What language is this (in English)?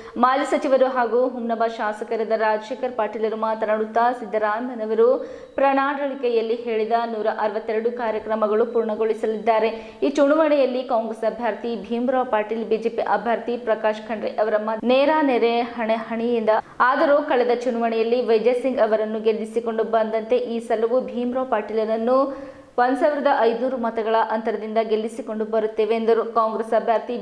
Kannada